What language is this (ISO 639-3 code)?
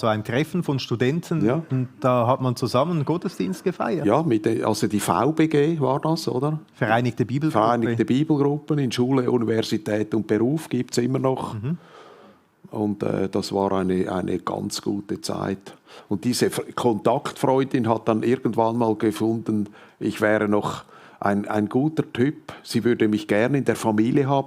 gsw